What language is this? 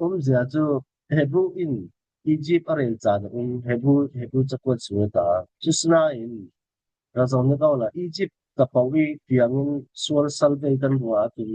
Falam Chin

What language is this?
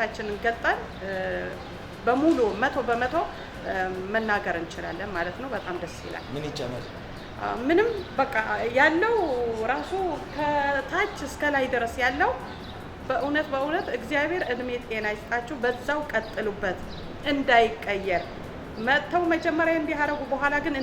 Amharic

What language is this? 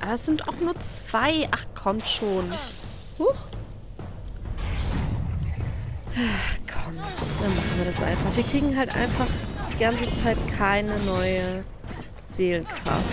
German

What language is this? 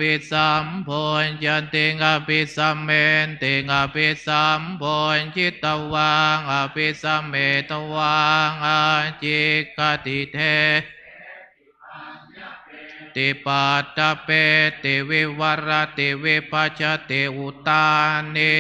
Pali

